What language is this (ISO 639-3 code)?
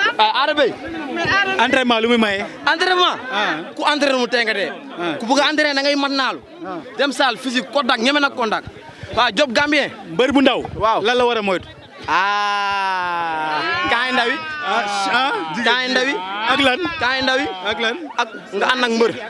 wol